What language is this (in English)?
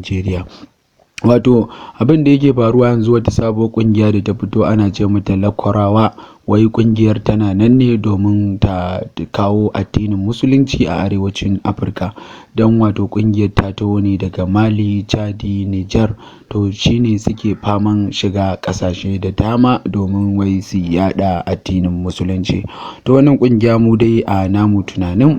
Hausa